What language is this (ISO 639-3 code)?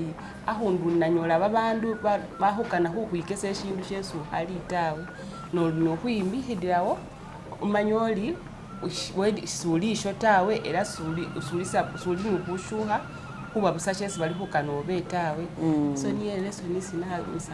myx